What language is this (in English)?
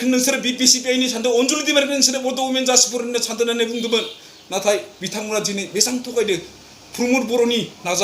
Bodo